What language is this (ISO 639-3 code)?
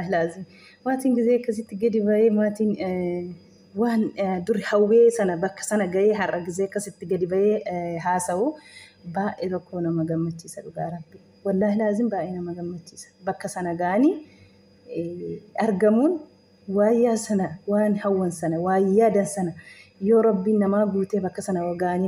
orm